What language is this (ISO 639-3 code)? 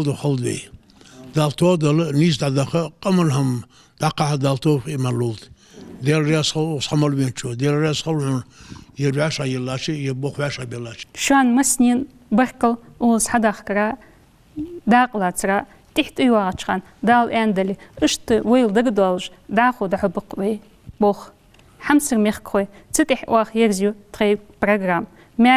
inh